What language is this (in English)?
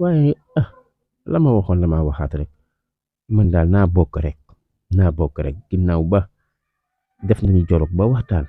Wolof